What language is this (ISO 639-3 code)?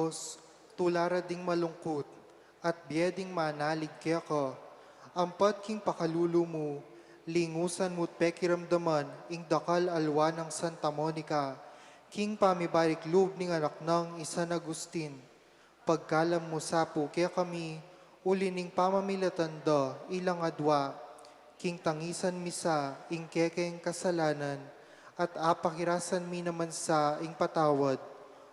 pam